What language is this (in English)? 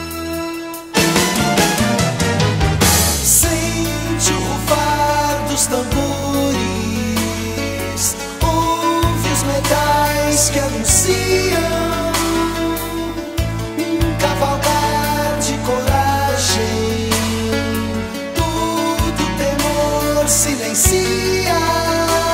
Portuguese